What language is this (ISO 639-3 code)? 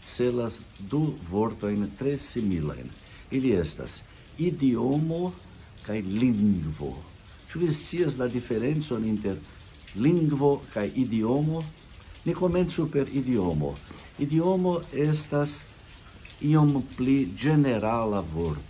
epo